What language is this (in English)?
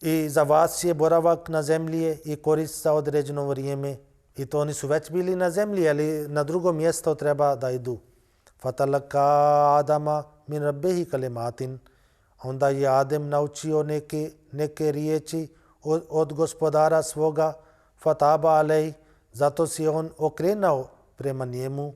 Bosnian